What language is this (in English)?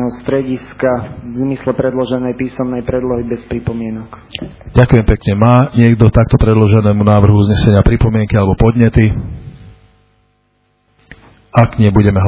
Slovak